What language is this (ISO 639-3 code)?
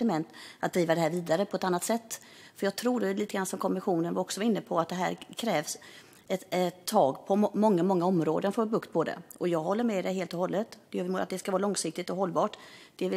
swe